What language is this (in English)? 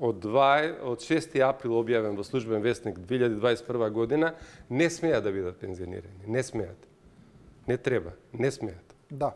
Macedonian